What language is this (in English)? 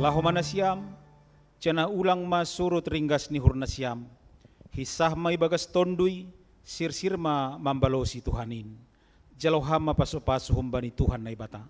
Batak Simalungun